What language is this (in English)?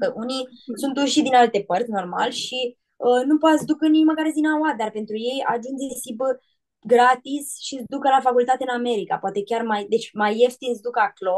Aromanian